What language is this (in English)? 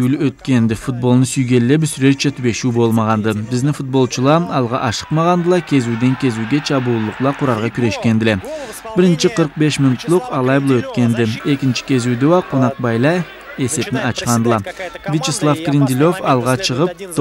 Karachay-Balkar